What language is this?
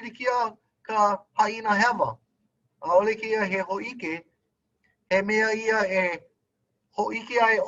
Hawaiian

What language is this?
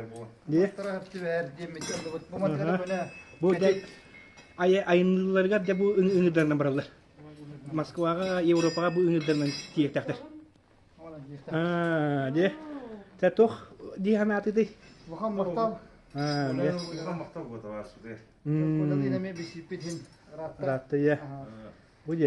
Yakut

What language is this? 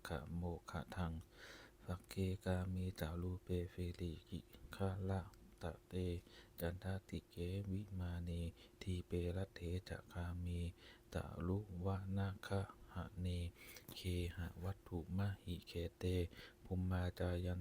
Pali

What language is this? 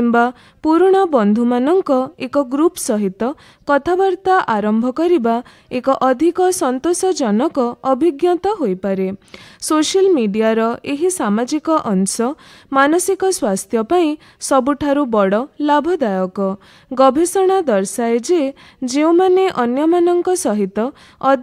Odia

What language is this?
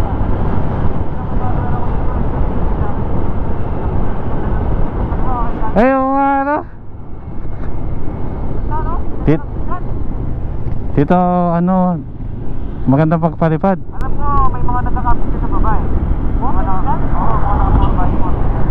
Filipino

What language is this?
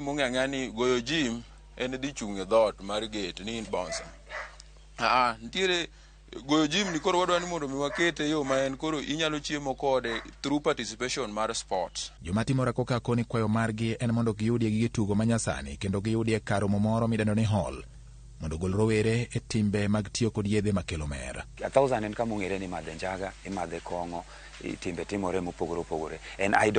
Luo (Kenya and Tanzania)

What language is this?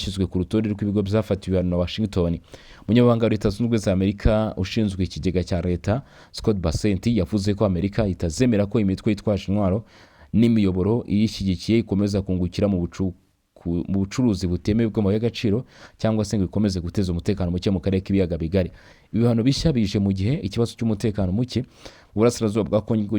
Kinyarwanda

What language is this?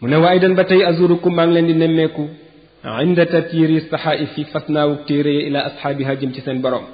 Wolof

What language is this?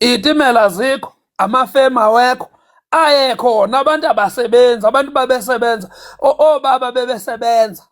Zulu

